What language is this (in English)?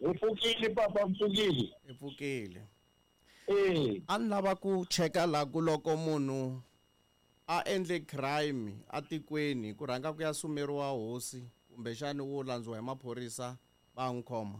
Tsonga